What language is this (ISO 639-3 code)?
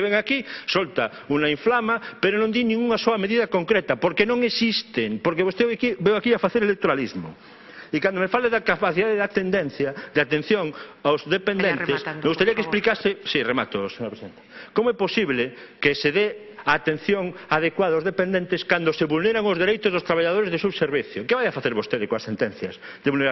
glg